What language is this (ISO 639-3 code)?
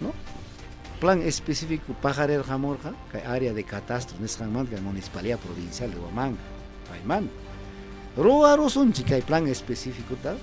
quy